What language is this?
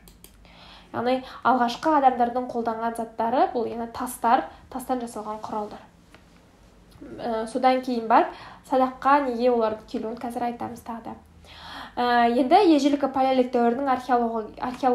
Kazakh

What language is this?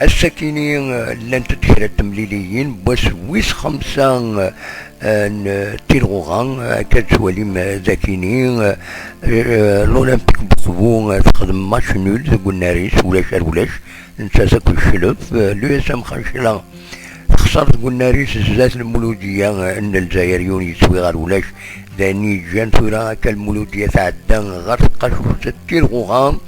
Kabyle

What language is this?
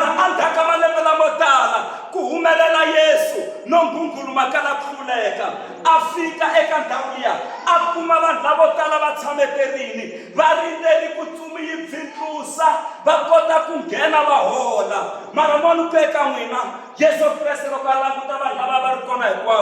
Tsonga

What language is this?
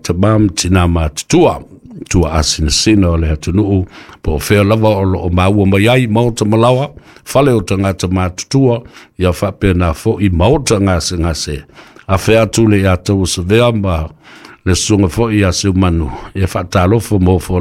Samoan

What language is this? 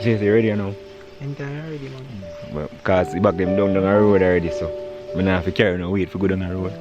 Jamaican Creole English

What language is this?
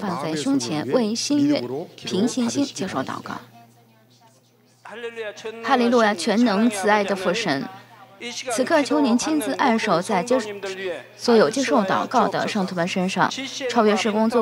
Chinese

